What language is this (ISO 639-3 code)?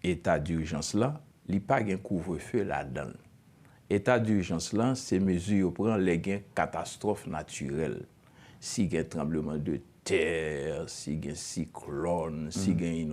hat